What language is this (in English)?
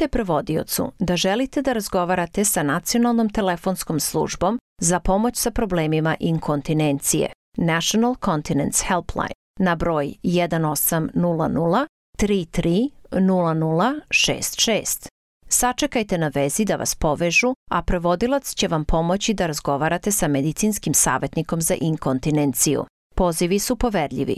Serbian